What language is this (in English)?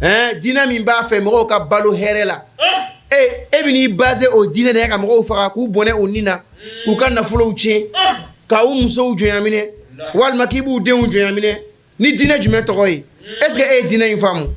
Bambara